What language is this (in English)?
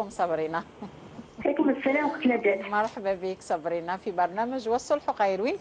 Algerian Arabic